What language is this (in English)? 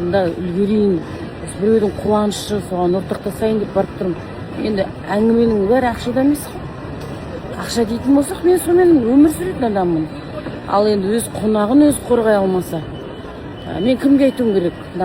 Kazakh